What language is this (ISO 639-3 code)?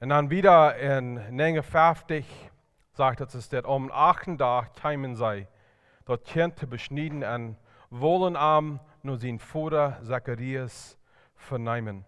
pdt